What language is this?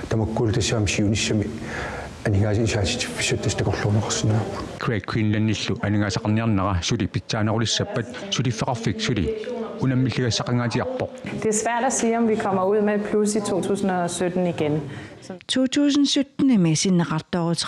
Kalaallisut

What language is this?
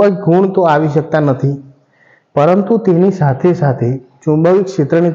Gujarati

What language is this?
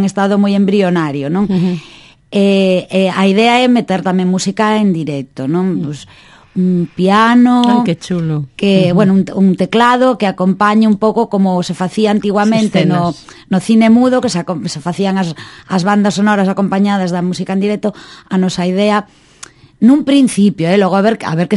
Galician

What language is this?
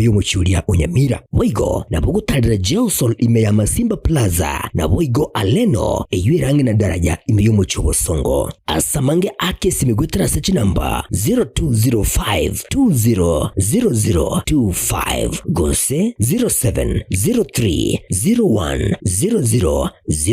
Gusii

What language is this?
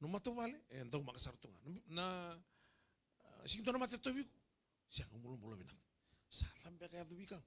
Fijian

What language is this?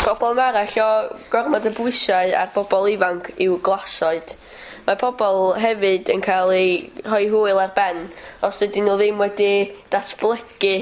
Welsh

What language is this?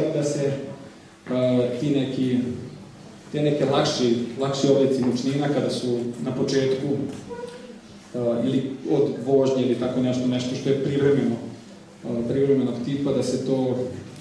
Serbian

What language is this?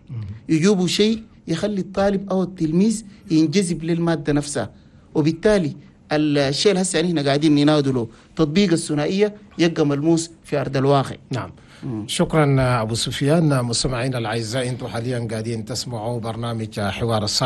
Chadian Arabic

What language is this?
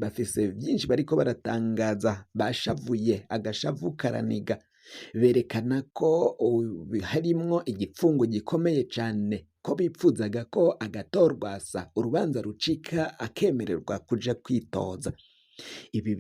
Rundi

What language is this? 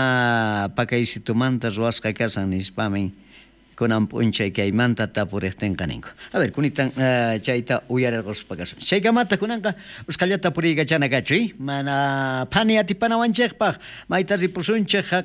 South Bolivian Quechua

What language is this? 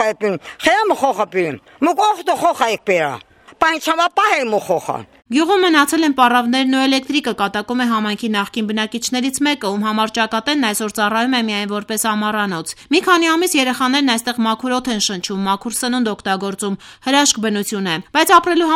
Armenian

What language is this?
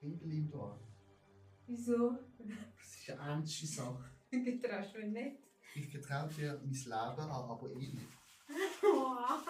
Swiss German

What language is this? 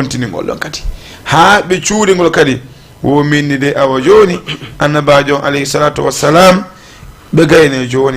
Fula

